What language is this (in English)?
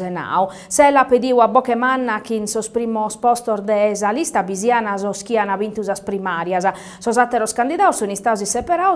Sardinian